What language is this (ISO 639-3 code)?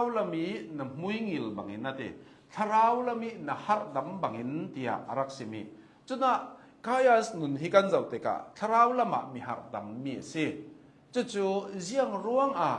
cnh